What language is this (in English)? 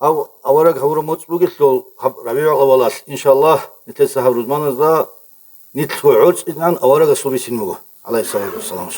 Avaric